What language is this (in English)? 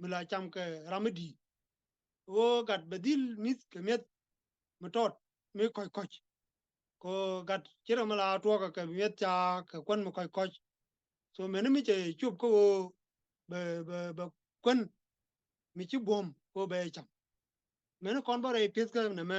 Nuer